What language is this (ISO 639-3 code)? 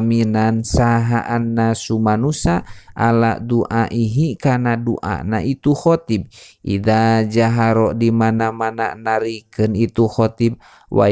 sun